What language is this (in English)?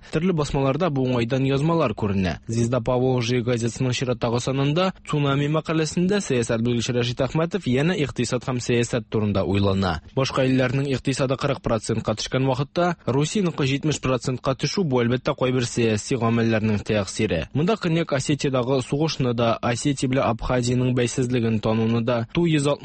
Tatar